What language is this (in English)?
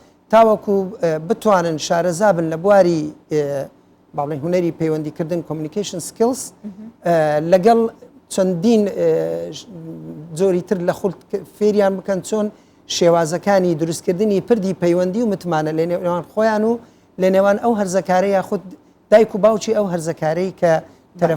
Central Kurdish